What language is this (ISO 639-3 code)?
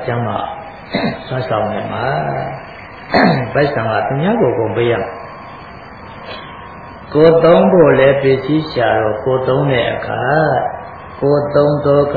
mya